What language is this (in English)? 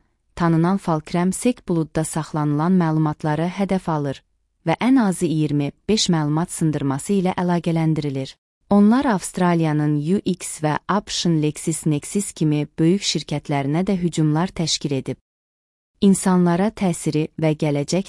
Azerbaijani